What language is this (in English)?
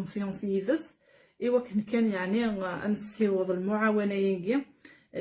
Kabyle